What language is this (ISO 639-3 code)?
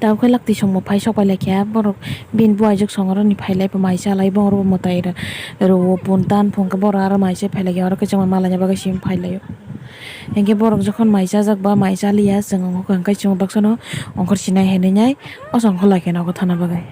trp